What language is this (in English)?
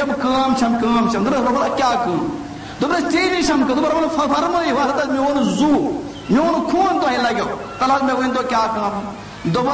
Kashmiri